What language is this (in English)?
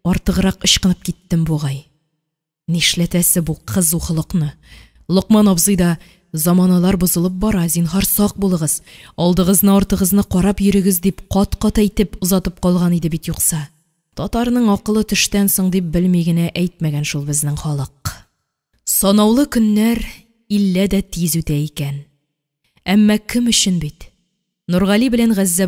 Tatar